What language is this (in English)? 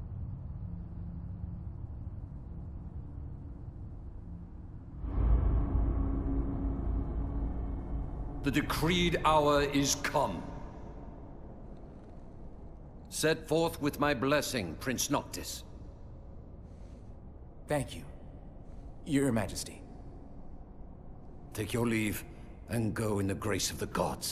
English